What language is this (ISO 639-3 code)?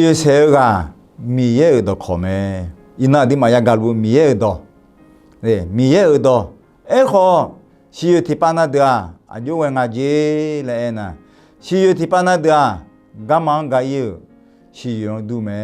ahk